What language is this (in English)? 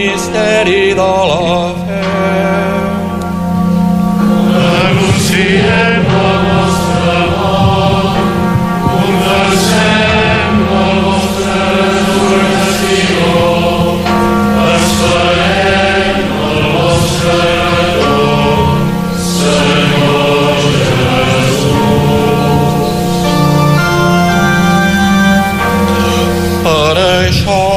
Catalan